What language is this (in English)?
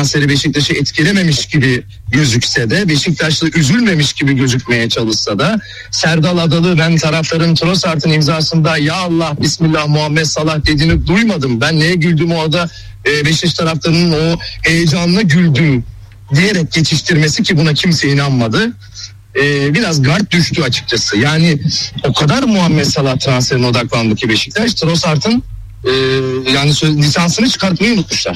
Turkish